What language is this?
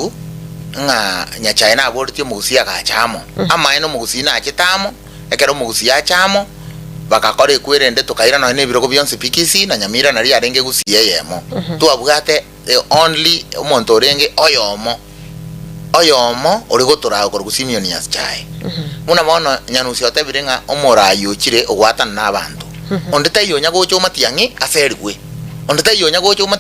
Gusii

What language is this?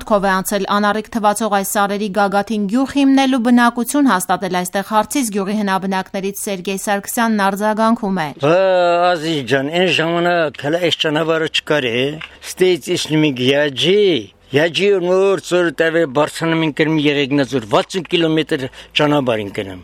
Armenian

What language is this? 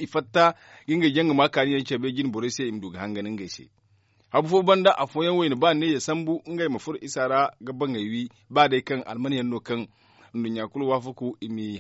Zarma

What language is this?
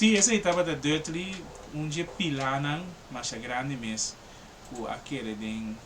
Papiamento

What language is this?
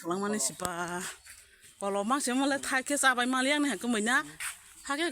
Kok Borok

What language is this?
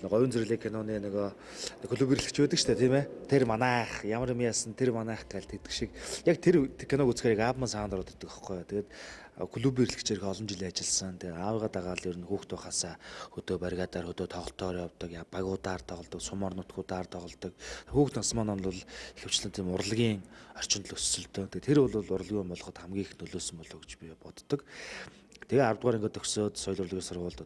Mongolian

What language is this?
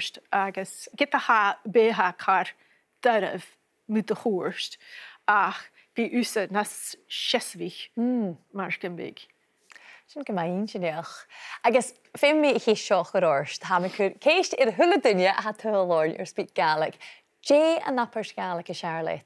Scottish Gaelic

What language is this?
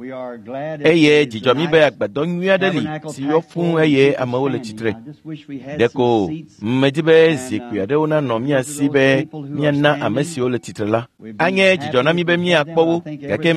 Ewe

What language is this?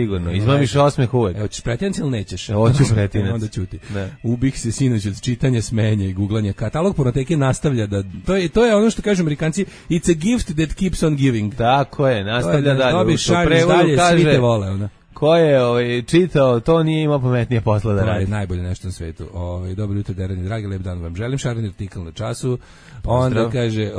Serbian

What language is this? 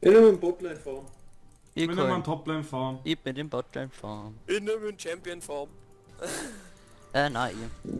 Bavarian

